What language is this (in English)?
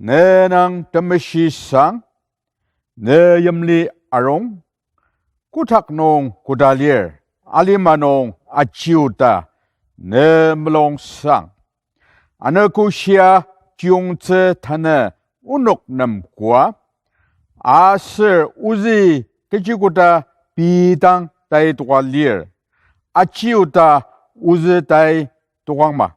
Ao Naga